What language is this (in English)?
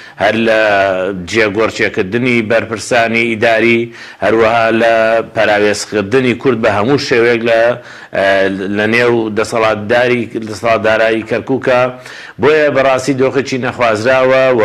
Central Kurdish